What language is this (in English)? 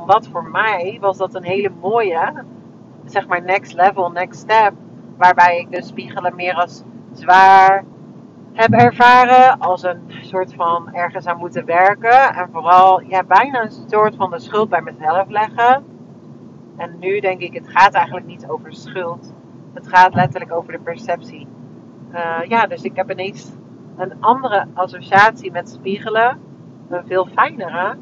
Dutch